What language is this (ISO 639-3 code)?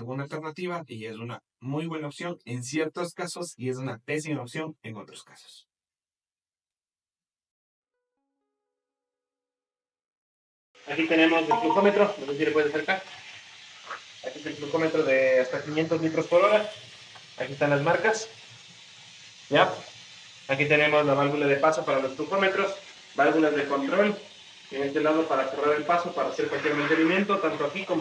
spa